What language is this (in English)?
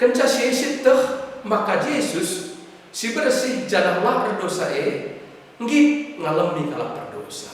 Batak Karo